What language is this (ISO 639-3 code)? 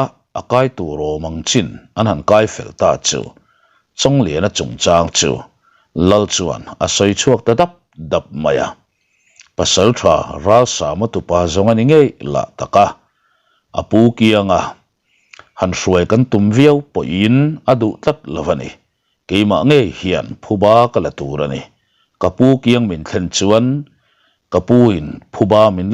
lus